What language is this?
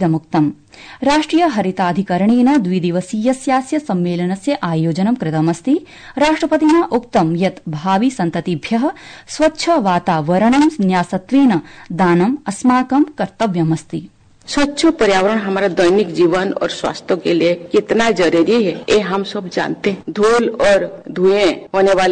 Sanskrit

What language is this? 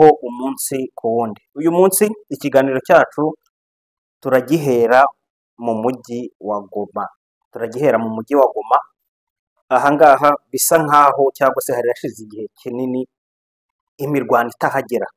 Kinyarwanda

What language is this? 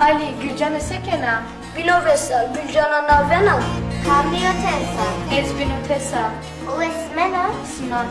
Zaza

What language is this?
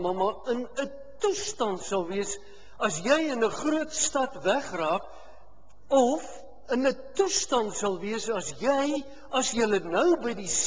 Afrikaans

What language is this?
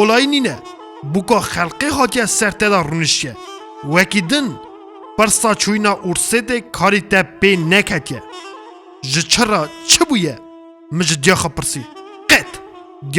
Kurdish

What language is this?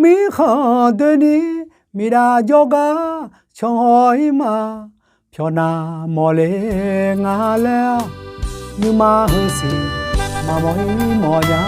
Akha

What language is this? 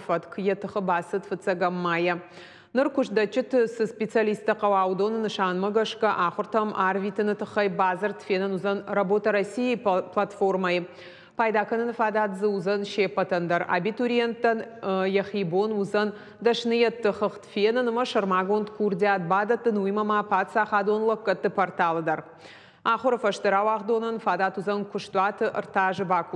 Ossetic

